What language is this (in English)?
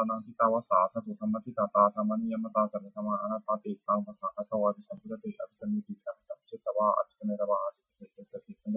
Pali